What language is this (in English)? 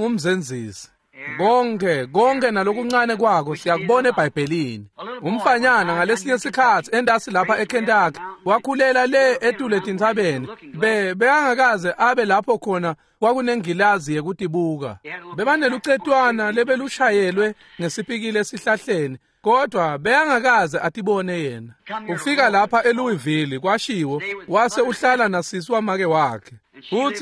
Swati